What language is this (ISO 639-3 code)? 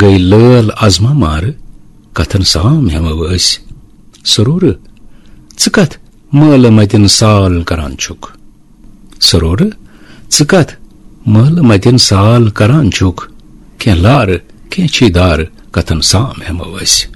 kas